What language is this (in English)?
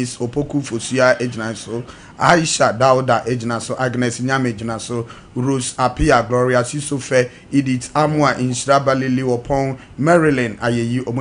Akan